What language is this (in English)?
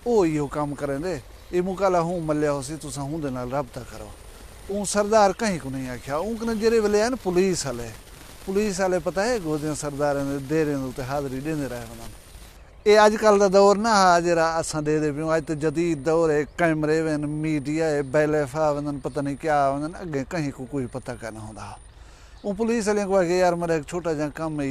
Saraiki